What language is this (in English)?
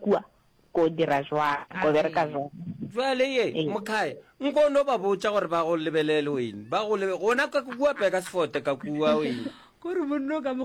Northern Sotho